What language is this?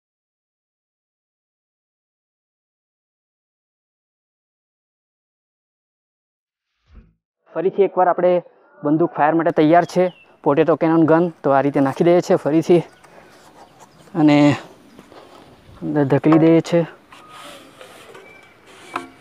Gujarati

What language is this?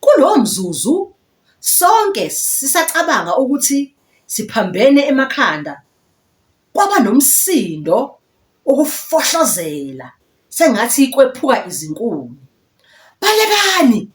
Zulu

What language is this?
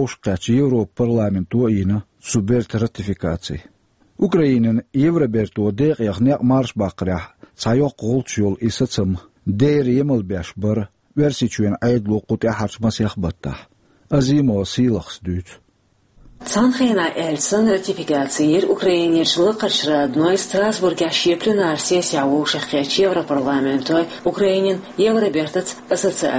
Chechen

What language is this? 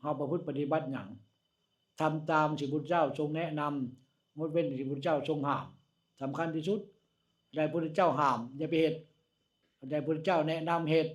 Northeastern Thai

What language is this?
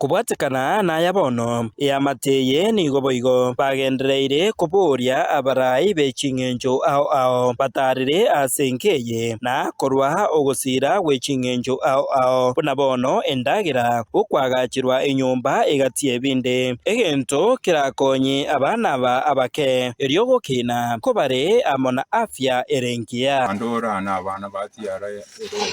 Gusii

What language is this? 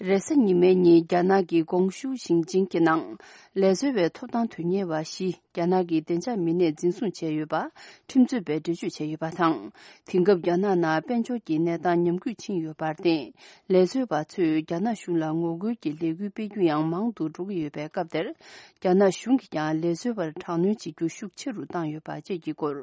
Tibetan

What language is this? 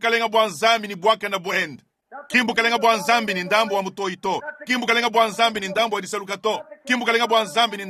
Luba-Lulua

